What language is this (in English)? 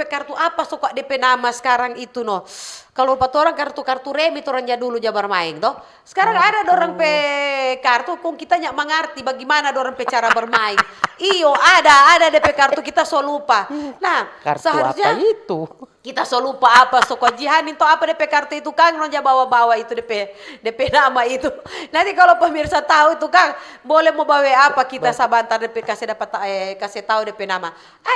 Manado Malay